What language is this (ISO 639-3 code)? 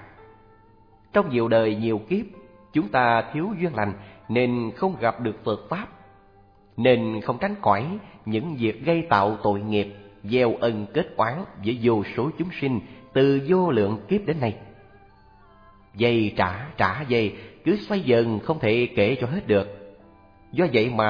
vie